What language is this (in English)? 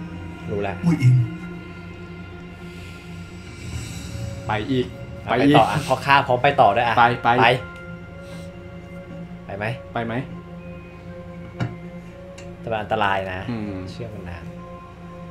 Thai